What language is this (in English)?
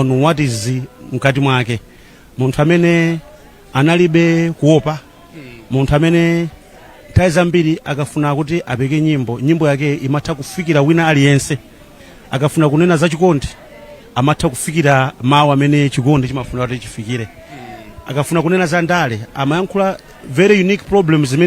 Nyanja